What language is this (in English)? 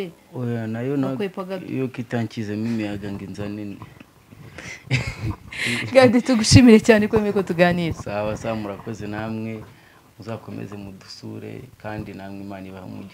Kinyarwanda